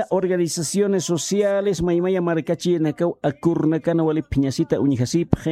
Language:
Aymara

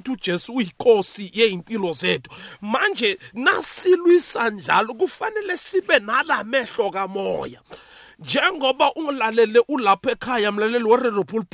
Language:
South Ndebele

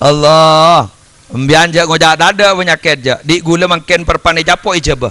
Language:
Madurese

